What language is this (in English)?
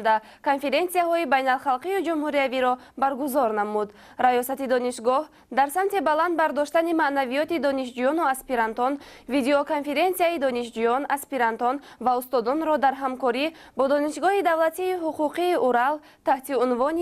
Tajik